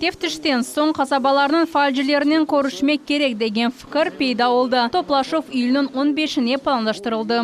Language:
Crimean Tatar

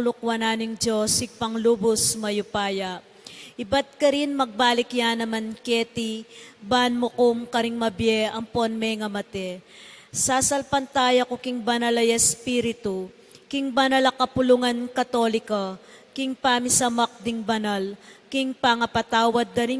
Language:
Pampanga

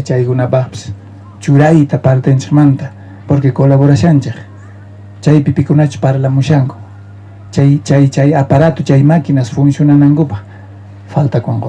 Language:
South Bolivian Quechua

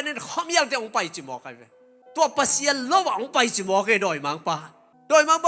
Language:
Tedim Chin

